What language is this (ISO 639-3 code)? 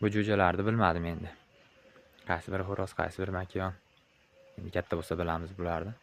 uzb